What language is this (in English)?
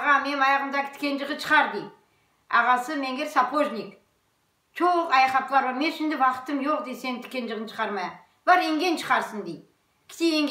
Crimean Tatar